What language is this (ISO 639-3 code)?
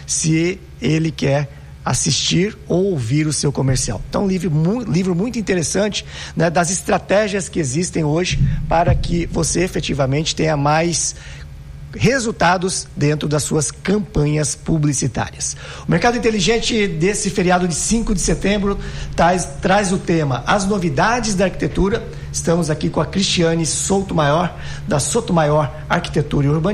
por